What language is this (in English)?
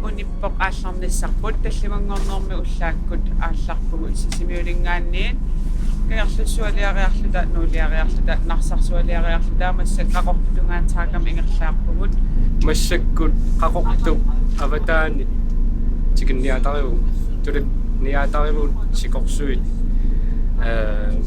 Kalaallisut